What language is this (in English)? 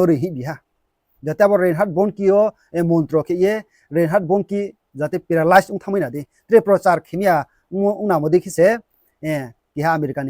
Riang (India)